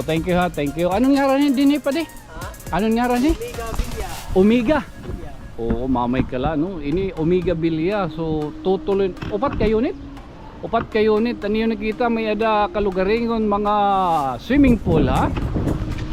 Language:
Waray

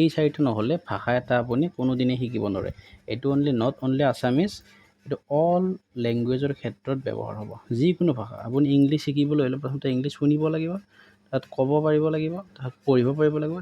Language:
Assamese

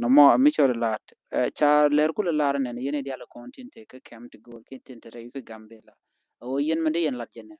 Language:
Nuer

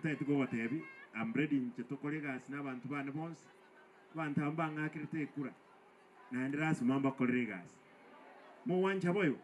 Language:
Gusii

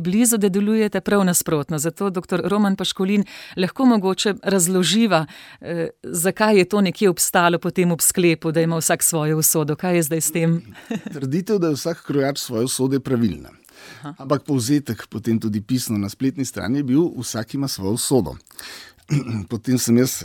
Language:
Slovenian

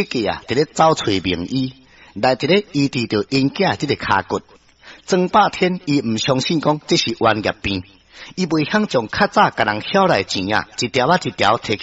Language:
Min Nan Chinese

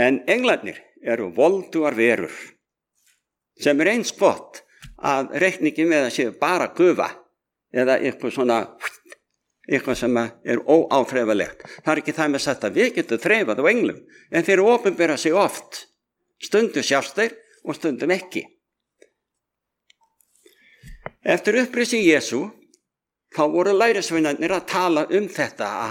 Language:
Icelandic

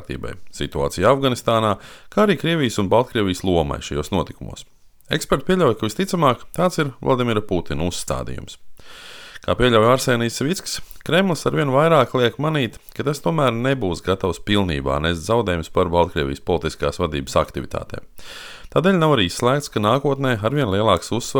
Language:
Latvian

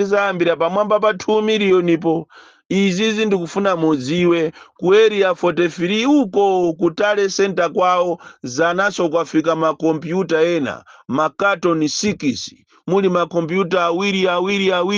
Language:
Nyanja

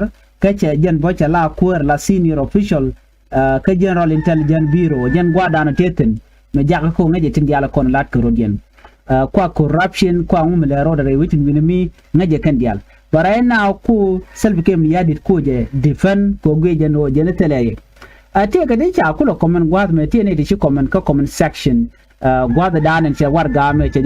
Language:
Nuer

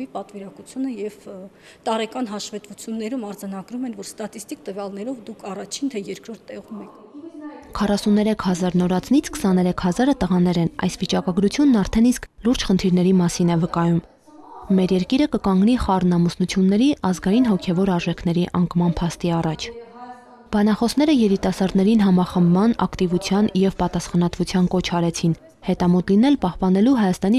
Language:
Armenian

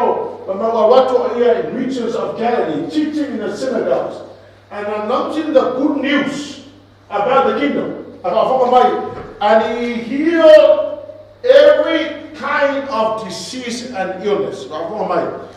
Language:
Samoan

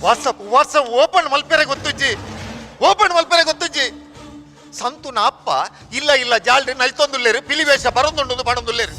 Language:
Tulu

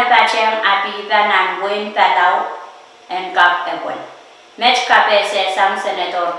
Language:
Pohnpeian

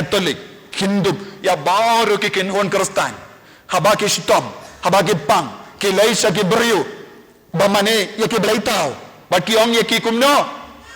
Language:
Khasi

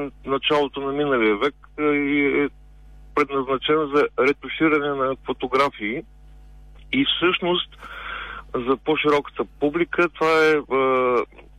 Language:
Bulgarian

